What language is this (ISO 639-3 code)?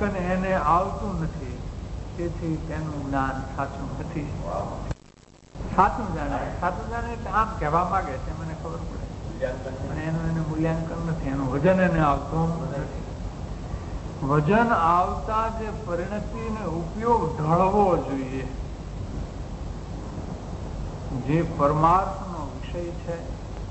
guj